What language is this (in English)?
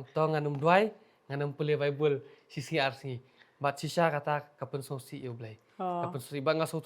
Khasi